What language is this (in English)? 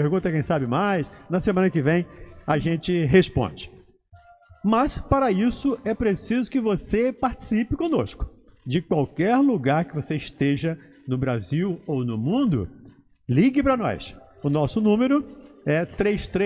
Portuguese